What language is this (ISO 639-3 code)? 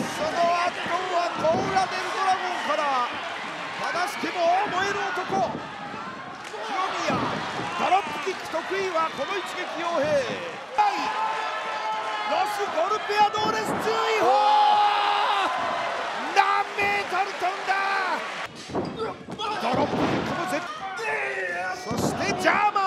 jpn